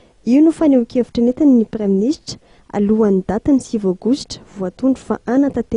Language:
Malagasy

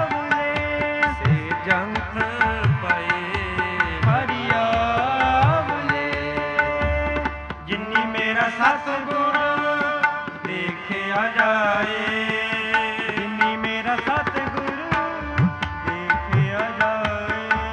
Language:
Punjabi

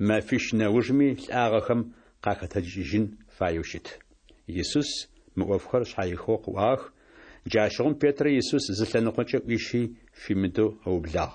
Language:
Adyghe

